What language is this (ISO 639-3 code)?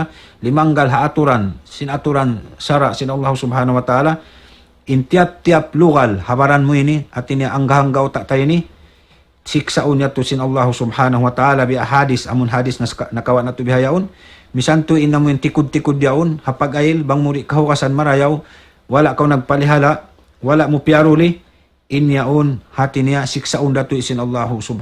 tsg